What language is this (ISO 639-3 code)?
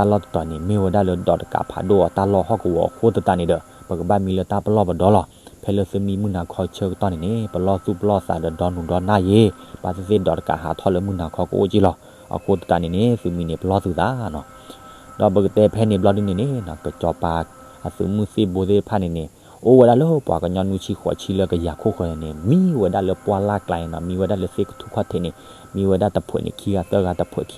ksw